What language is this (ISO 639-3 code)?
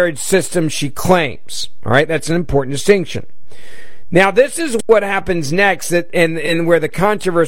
eng